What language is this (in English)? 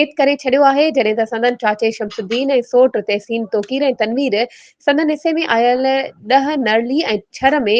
Sindhi